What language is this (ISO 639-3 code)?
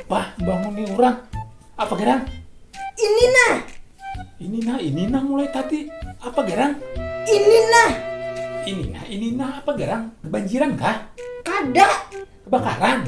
bjn